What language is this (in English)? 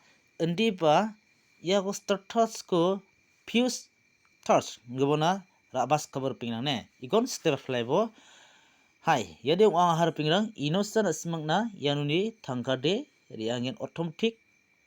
Garo